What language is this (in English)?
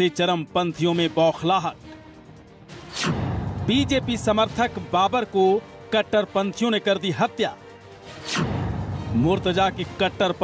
Hindi